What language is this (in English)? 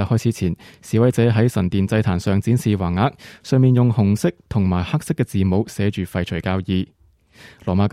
Cantonese